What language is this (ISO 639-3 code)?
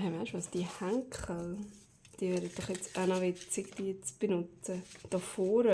gsw